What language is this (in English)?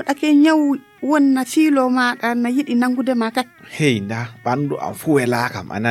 Fula